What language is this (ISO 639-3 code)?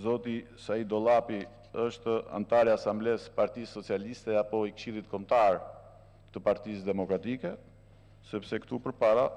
sqi